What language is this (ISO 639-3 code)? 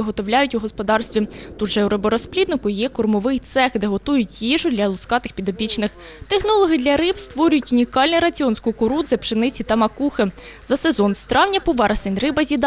ukr